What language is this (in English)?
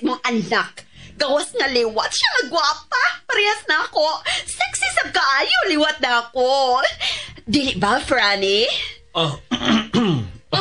Cebuano